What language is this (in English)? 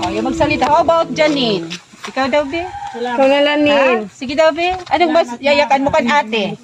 Waray